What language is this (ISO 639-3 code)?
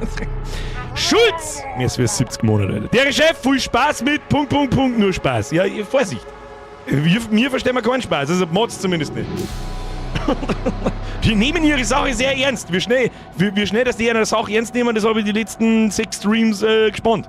bar